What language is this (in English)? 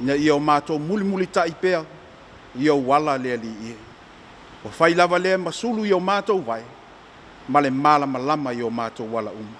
Samoan